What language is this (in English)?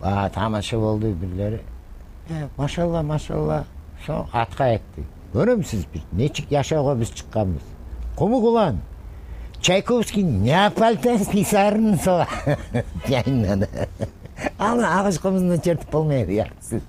Kumyk